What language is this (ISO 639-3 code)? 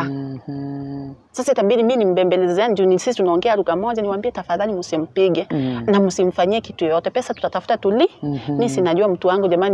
swa